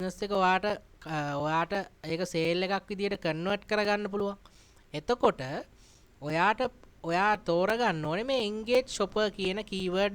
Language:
Sinhala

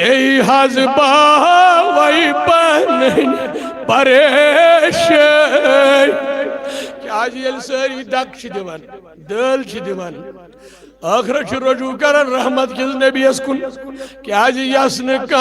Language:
Kashmiri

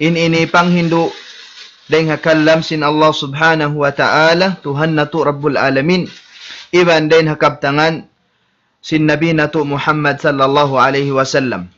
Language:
Tausug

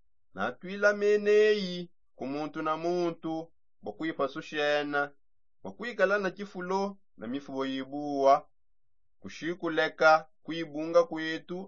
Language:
Songe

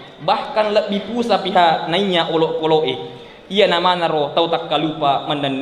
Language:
Buginese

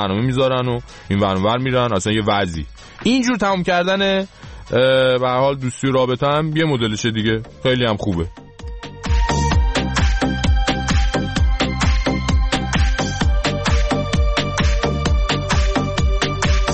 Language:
Persian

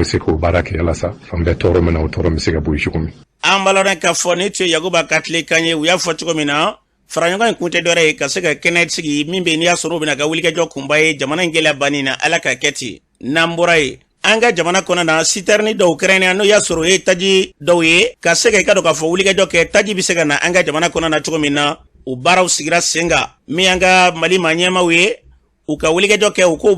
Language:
Bambara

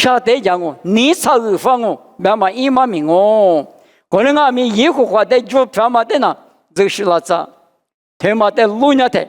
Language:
Lisu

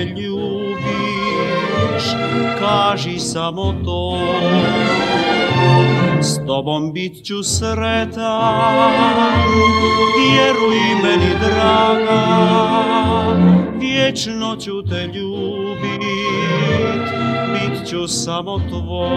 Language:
Croatian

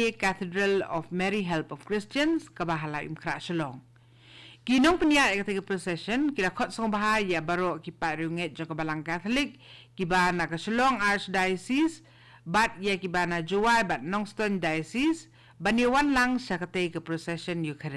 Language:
Khasi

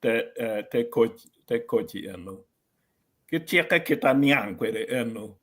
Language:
Acoli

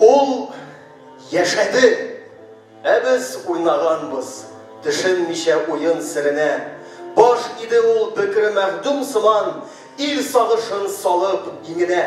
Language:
Tatar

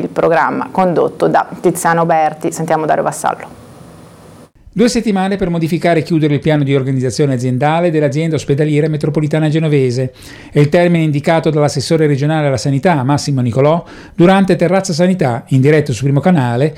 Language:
Italian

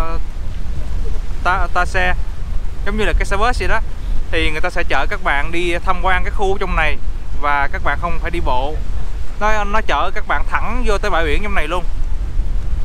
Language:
Vietnamese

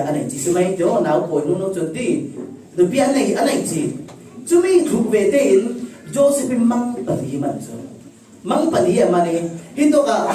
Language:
Falam Chin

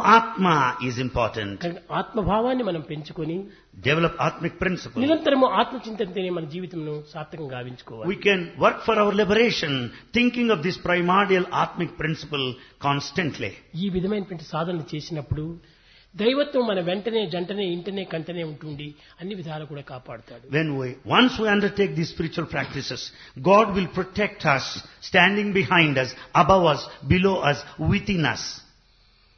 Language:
Telugu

